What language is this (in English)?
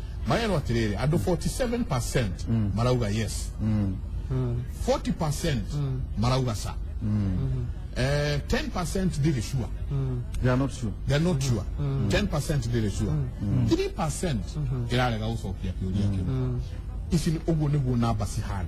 Kikuyu